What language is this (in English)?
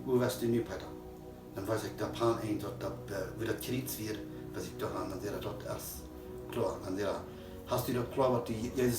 Plautdietsch